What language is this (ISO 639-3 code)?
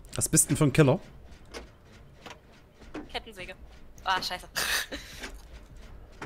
deu